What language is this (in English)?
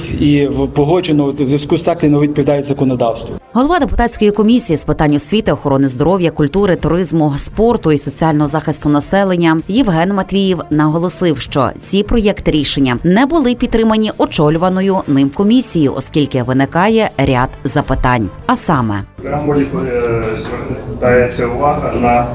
Ukrainian